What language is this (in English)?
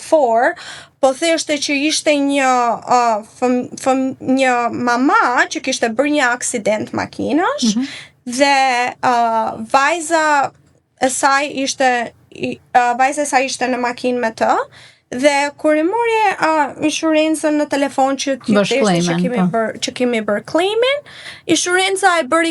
Albanian